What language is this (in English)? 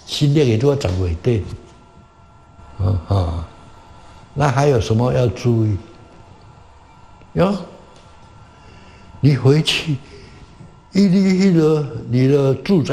Min Nan Chinese